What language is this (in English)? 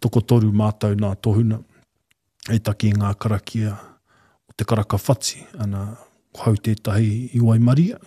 Māori